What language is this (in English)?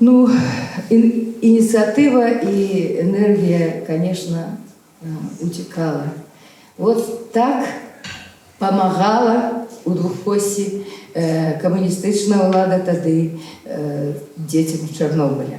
Belarusian